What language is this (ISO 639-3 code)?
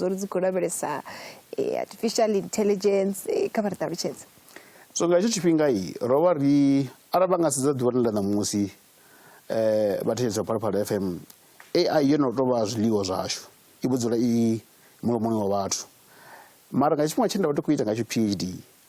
ven